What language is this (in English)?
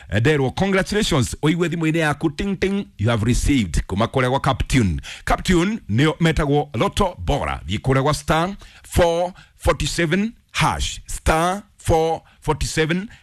Kikuyu